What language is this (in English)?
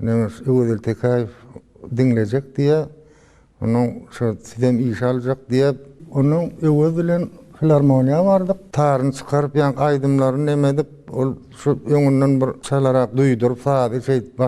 Turkmen